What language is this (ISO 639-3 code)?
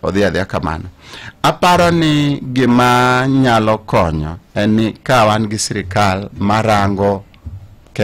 luo